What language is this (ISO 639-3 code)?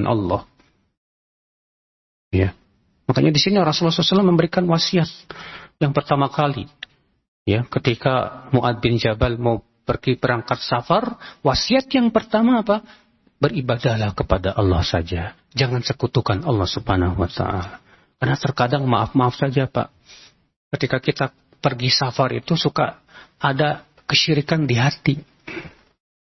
ind